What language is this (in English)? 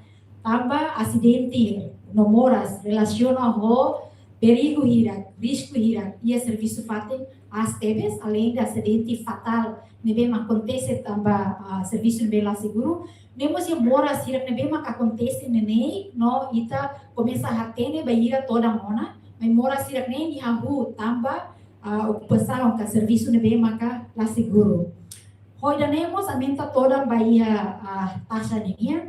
Tetum